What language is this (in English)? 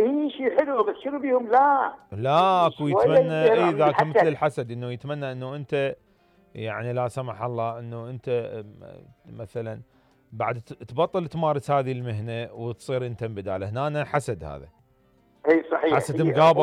Mesopotamian Arabic